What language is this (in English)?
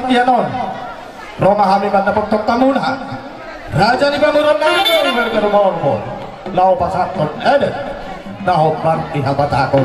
Batak Toba